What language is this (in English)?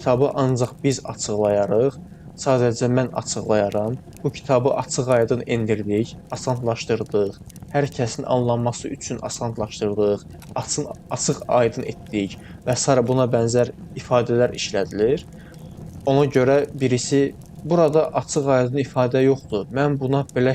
Azerbaijani